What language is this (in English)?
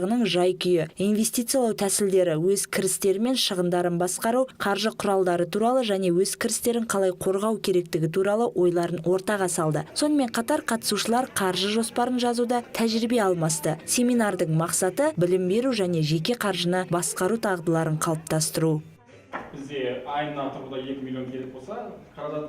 Kazakh